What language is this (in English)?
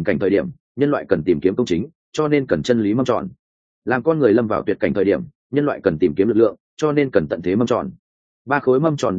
Vietnamese